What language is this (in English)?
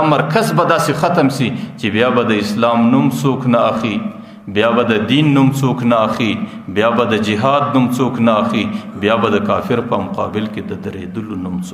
Pashto